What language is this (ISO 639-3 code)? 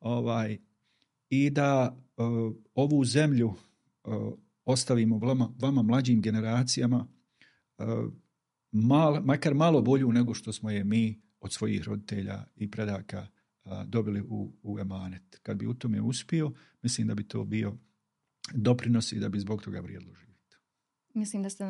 bos